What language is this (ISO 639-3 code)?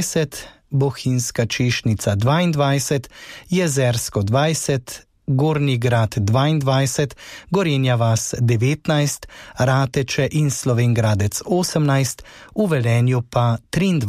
slv